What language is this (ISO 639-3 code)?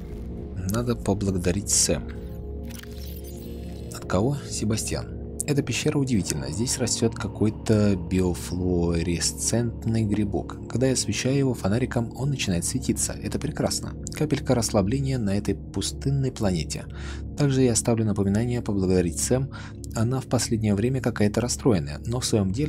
rus